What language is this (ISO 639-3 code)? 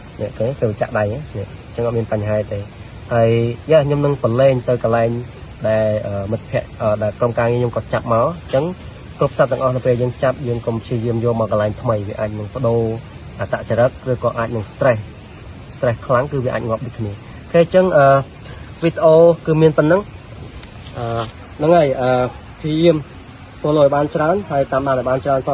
khm